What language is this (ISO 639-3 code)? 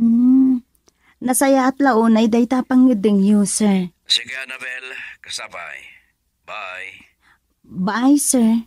ilo